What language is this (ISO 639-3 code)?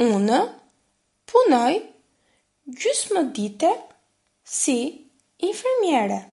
sqi